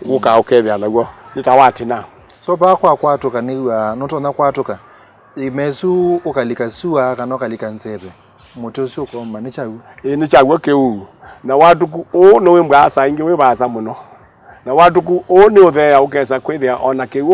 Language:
Kamba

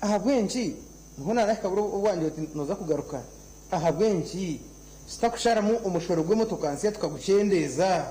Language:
Nyankole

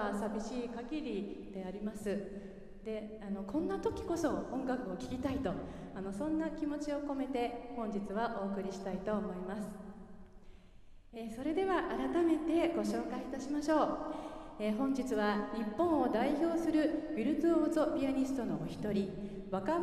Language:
Japanese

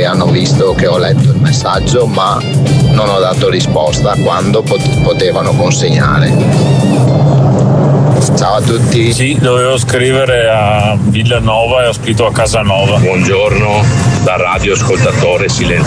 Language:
Italian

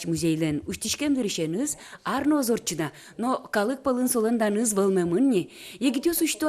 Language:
Udmurt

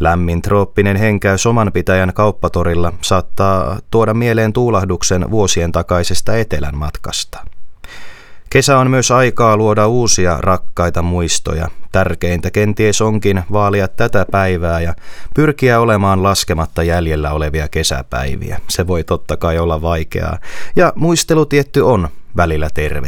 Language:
Finnish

